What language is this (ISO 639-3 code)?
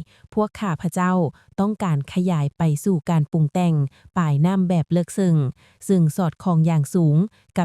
lao